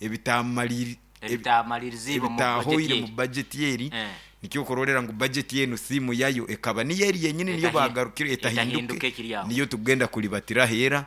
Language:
Nyoro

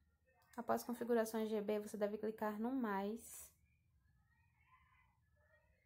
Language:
Portuguese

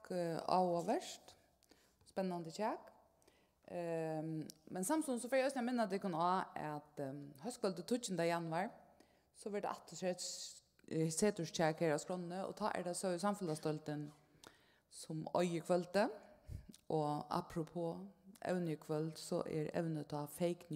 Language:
Faroese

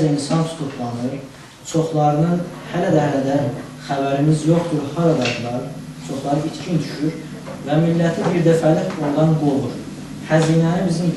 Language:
South Azerbaijani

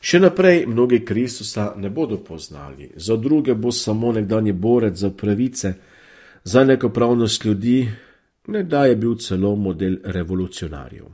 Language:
Slovenian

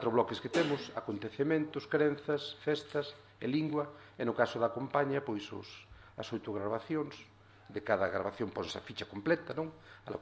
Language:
Galician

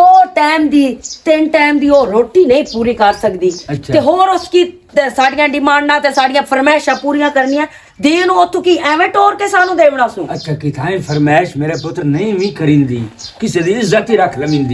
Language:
Western Panjabi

